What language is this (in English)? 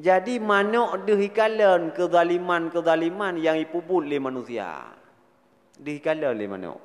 Achinese